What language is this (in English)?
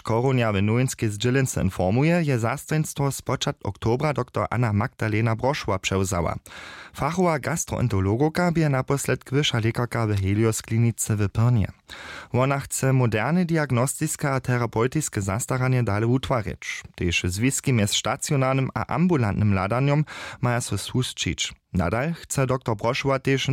Upper Sorbian